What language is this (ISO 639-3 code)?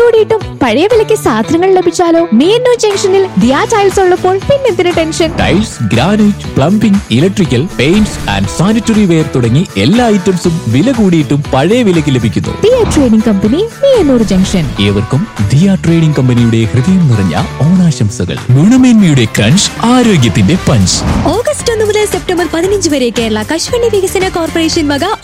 mal